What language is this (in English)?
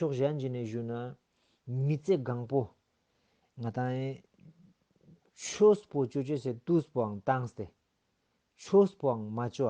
Ladakhi